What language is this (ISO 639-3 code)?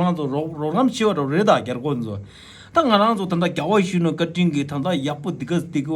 bod